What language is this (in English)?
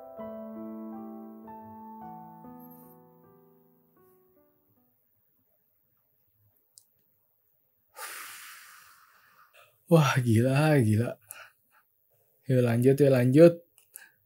Indonesian